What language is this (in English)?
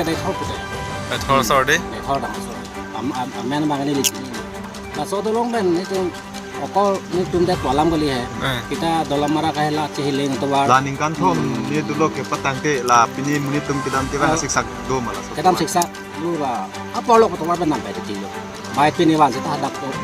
Karbi